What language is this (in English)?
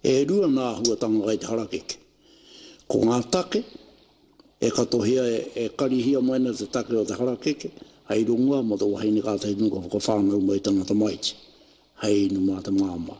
Māori